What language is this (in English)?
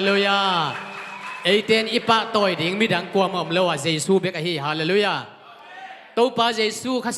Tedim Chin